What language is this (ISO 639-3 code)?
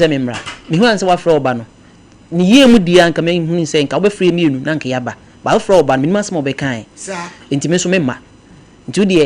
aka